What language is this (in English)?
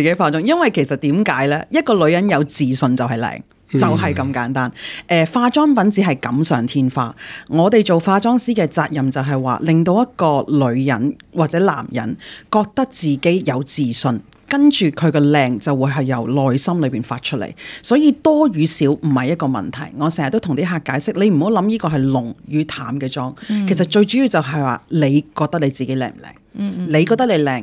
Cantonese